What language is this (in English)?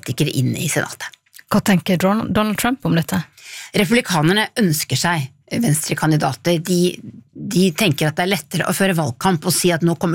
Norwegian